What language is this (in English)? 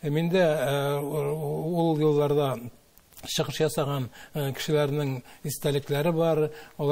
Tatar